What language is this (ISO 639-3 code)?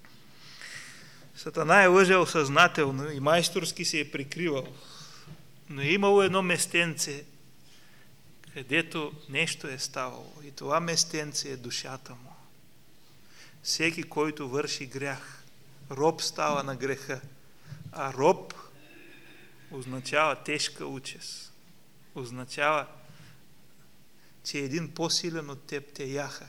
bul